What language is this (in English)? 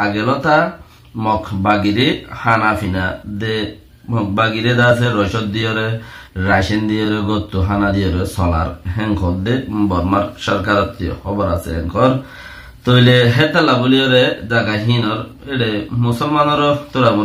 Rohingya